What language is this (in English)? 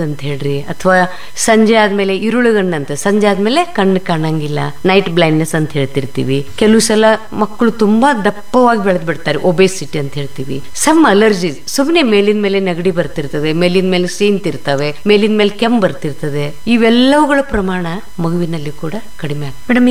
Kannada